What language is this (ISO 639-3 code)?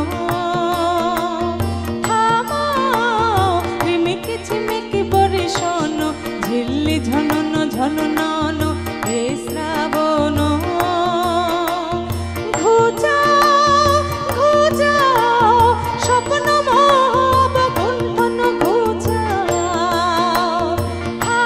ben